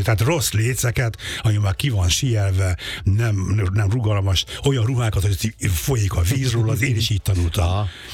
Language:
Hungarian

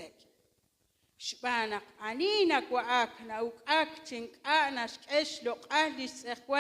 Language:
Kekchí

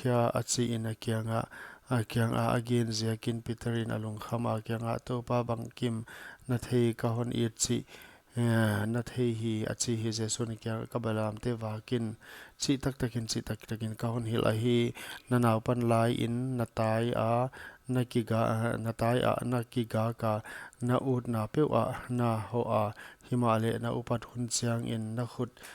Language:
Paite Chin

